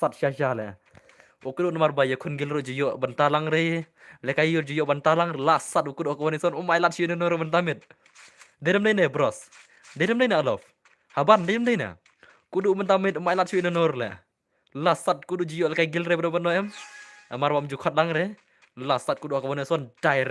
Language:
Khasi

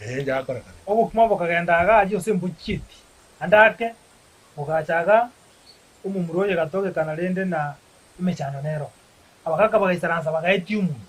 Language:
Gusii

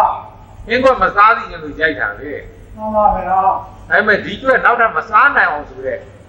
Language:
Burmese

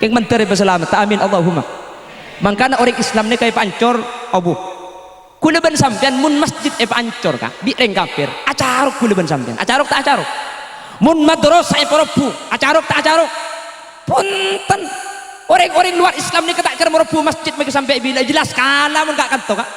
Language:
Madurese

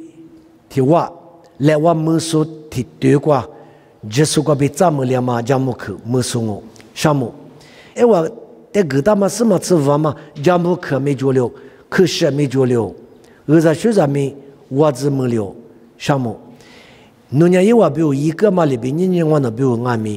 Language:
Lisu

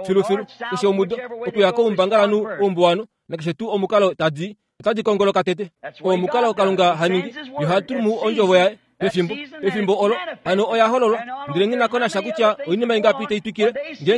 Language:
Kuanyama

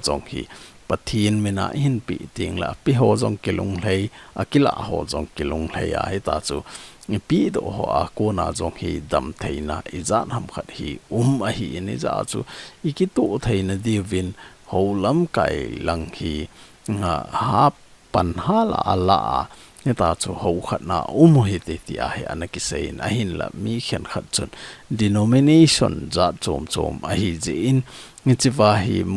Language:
Thado Chin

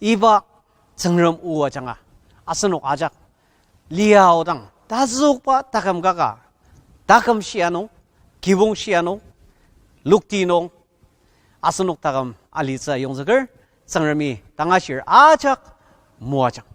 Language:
Ao Naga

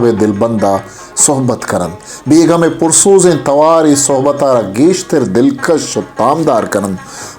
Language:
Baluchi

